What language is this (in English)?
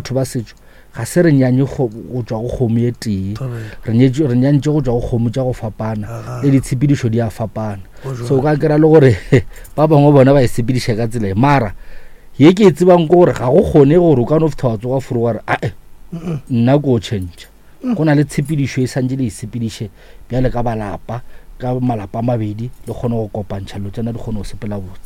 Northern Sotho